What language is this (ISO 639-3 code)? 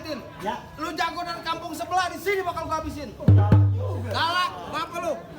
bew